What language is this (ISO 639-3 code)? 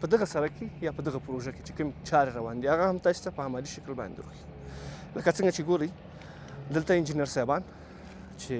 pus